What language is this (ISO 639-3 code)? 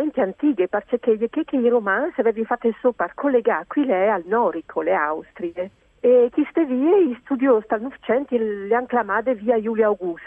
fur